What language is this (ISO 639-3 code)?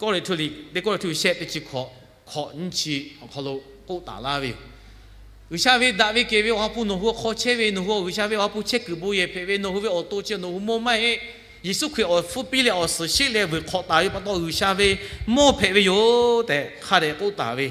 lhu